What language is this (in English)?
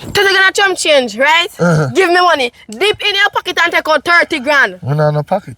Jamaican Creole English